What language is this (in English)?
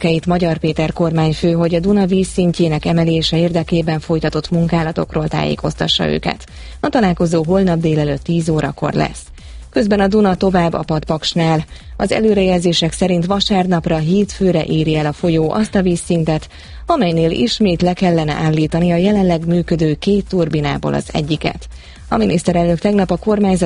Hungarian